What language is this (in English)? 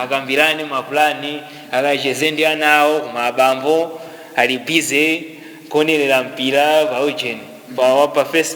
Nyanja